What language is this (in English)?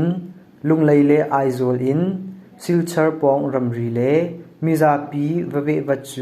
Hakha Chin